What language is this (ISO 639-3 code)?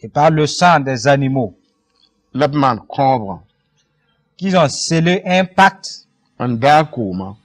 mos